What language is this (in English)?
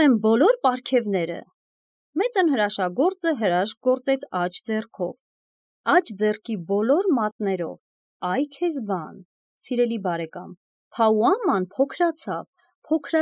Armenian